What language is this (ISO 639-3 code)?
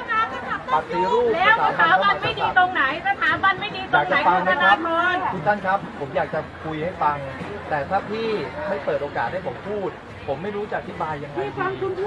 tha